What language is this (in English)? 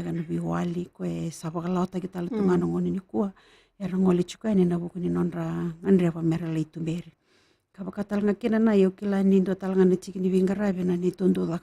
Fijian